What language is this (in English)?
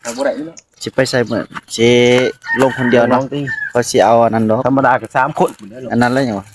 Northeastern Thai